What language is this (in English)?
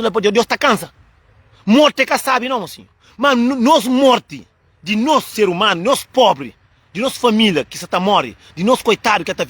Kabuverdianu